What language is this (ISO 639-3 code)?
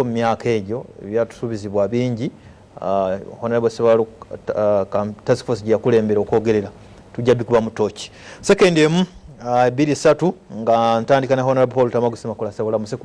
lug